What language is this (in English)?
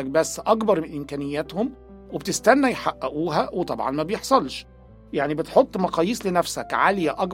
Egyptian Arabic